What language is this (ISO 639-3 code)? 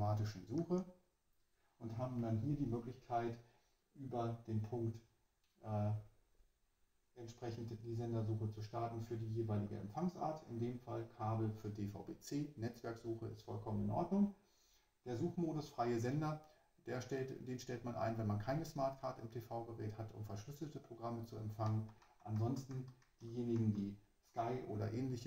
deu